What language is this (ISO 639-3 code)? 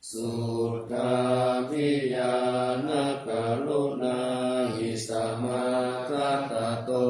pli